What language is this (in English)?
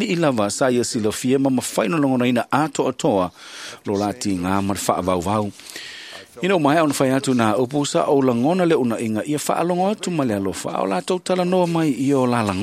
Samoan